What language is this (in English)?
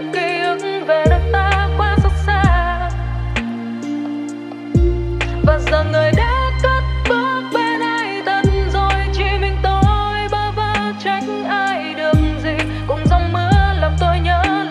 Vietnamese